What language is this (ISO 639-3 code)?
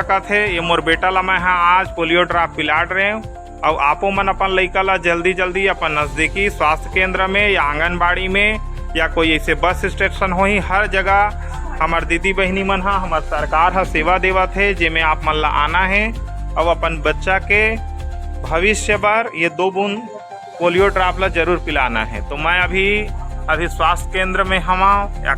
hne